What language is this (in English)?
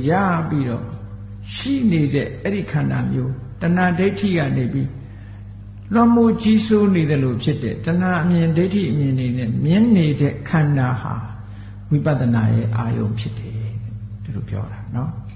Burmese